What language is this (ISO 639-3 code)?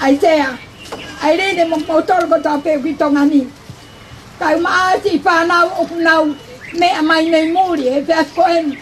ton